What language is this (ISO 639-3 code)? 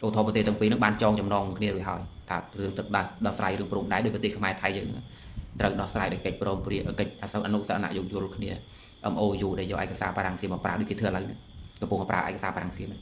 khm